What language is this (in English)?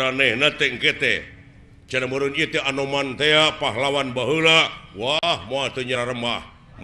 Sundanese